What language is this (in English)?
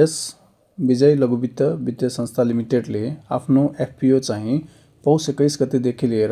Nepali